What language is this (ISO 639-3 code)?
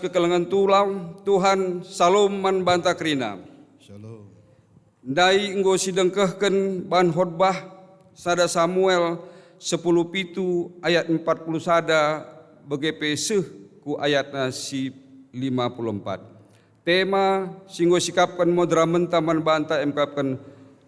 btx